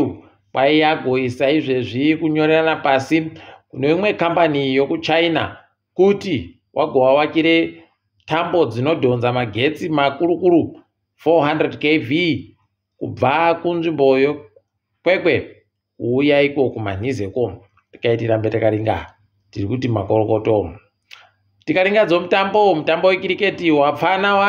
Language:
Ndau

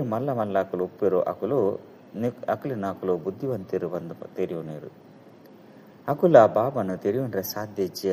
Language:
Tulu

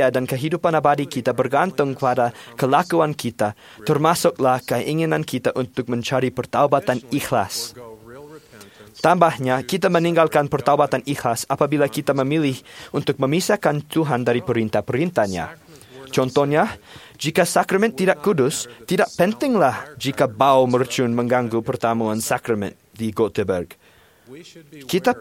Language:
Malay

